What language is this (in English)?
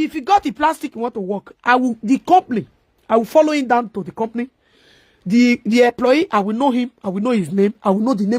Nigerian Pidgin